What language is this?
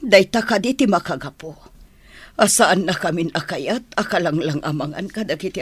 Iloko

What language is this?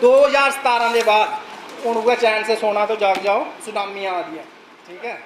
Dogri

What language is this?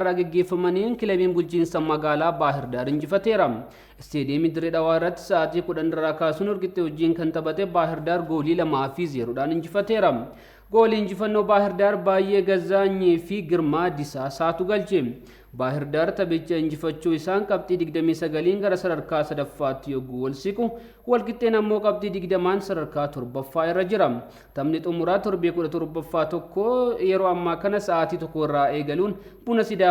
Oromo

